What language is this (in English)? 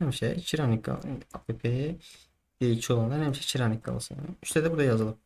Azerbaijani